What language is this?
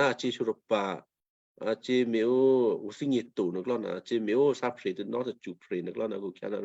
Western Kayah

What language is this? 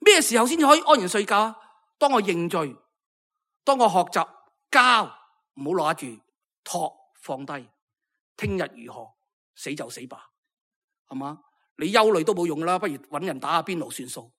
Cantonese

